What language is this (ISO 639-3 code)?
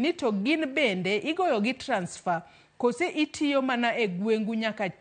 luo